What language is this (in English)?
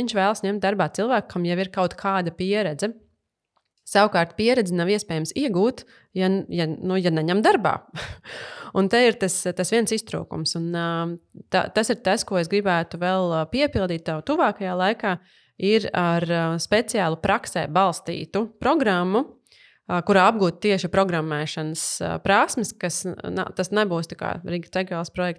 Latvian